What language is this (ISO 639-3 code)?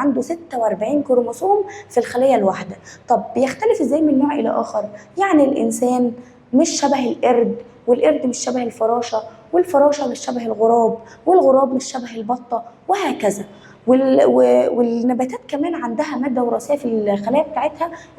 arz